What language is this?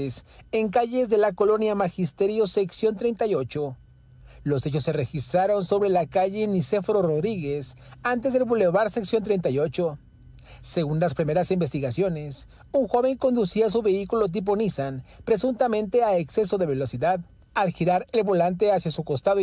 Spanish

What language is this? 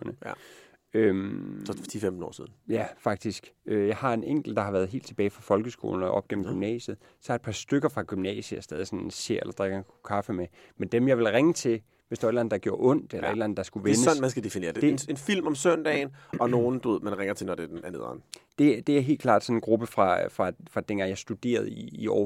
Danish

